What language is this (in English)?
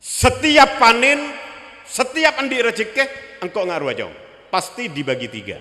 Madurese